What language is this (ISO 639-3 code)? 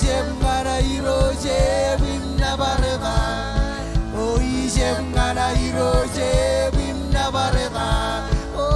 mah